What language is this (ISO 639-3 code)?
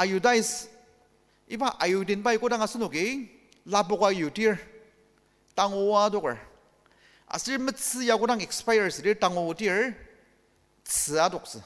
njo